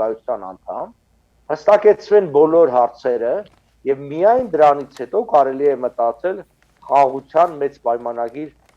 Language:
Western Armenian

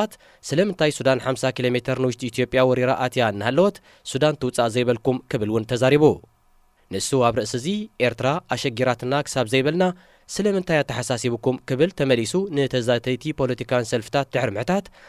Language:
Tigrinya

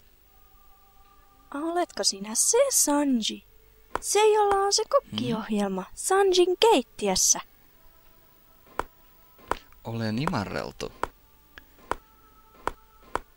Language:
Finnish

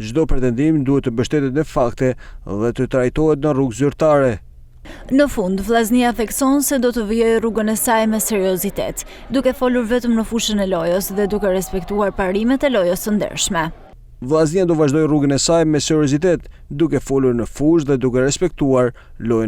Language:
Albanian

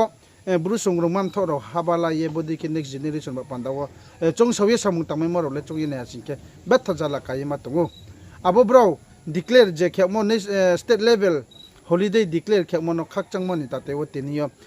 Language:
Riang (India)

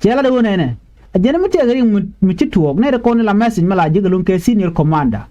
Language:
Nuer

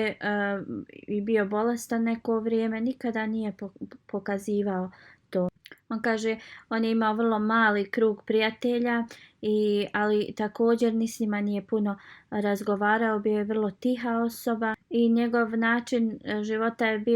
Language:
Bosnian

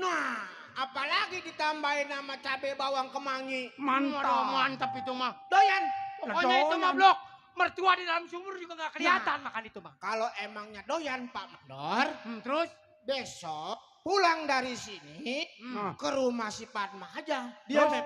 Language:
Betawi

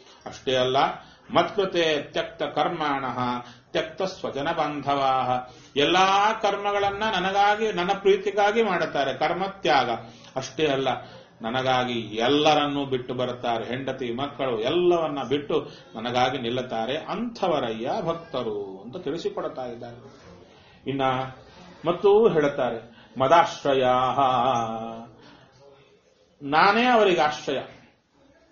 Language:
Kannada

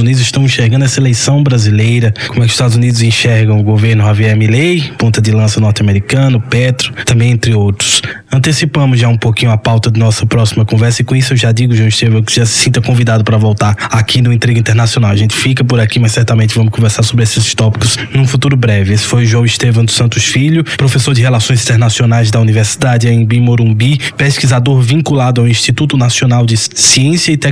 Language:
Portuguese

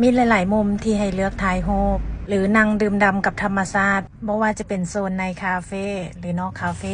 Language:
Lao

